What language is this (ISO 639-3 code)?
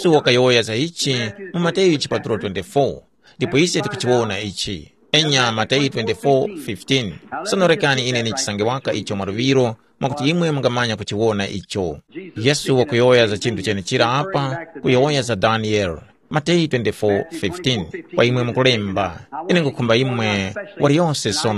tum